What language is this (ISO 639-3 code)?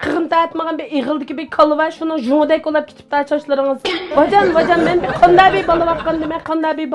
uig